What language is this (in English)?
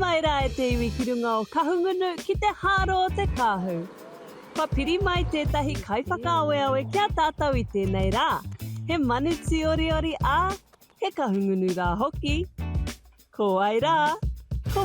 Māori